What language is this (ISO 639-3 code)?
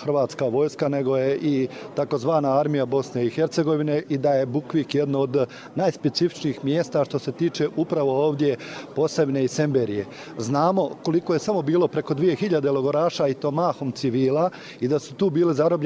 bos